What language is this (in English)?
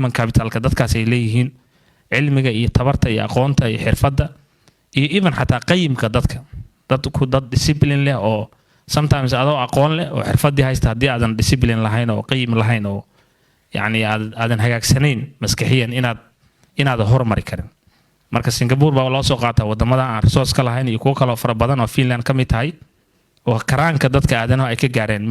Somali